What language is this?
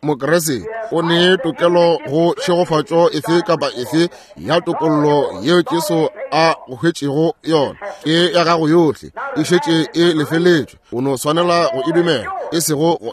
Northern Sotho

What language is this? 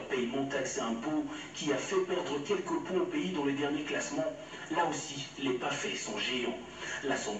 French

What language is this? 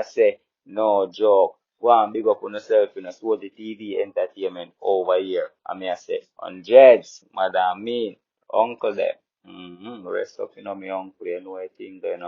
Jamaican Creole English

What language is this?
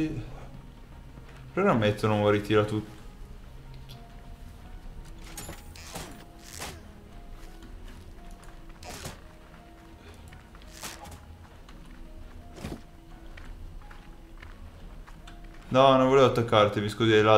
Italian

